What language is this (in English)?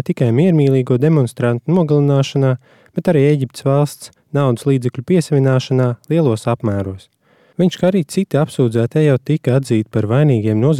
Latvian